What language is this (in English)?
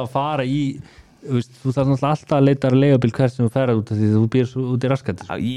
Icelandic